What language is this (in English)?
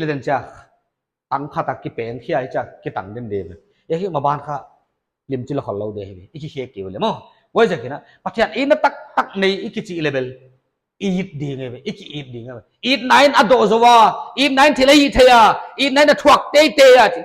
Paite Chin